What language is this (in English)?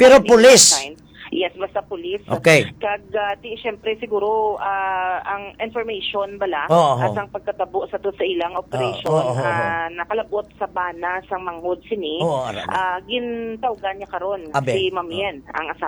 Hiligaynon